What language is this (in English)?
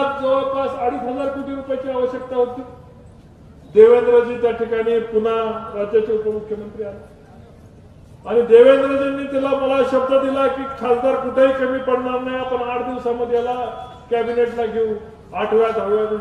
Marathi